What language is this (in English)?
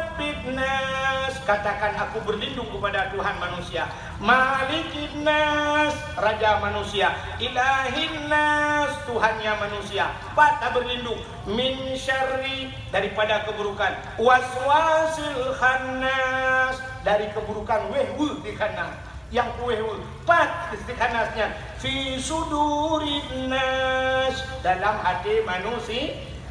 Achinese